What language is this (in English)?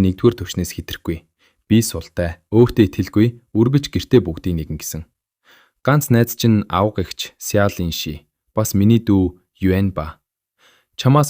Mongolian